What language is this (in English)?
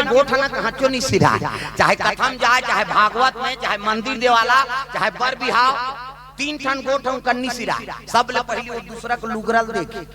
Chhattisgarhi